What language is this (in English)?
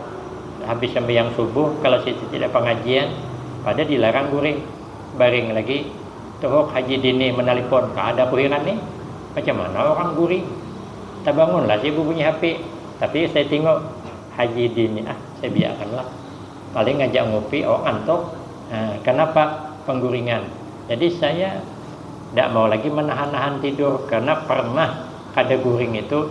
Banjar